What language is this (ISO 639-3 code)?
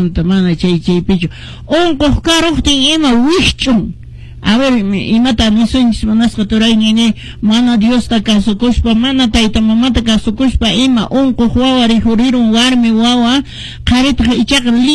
que